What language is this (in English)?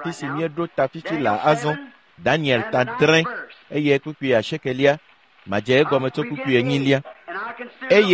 Ewe